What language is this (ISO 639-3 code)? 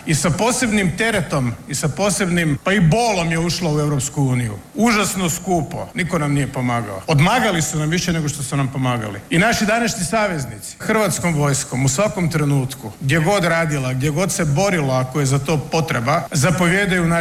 hrv